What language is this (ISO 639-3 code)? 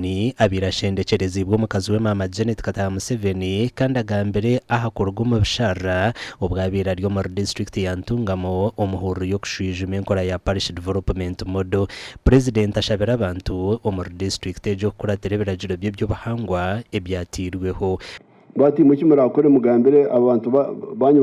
nyn